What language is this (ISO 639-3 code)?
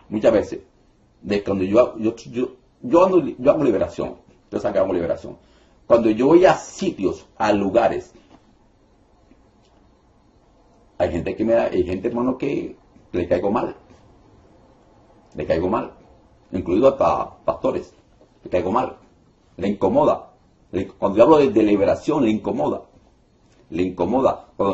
spa